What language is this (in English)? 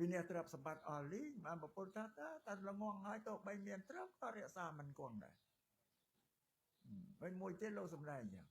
Khmer